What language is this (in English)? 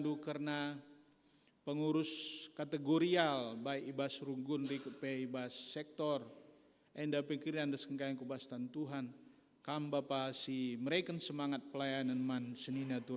Batak Karo